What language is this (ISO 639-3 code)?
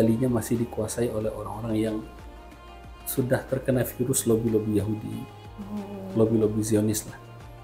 ind